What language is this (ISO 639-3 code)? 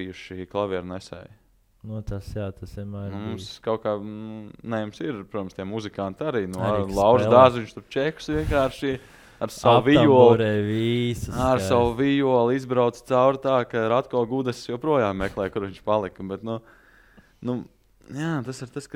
lav